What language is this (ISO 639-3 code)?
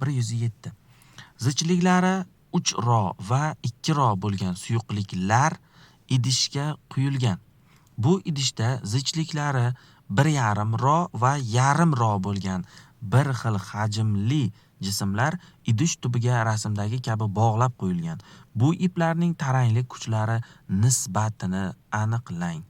uzb